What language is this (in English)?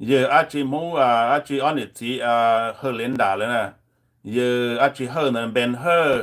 Hmong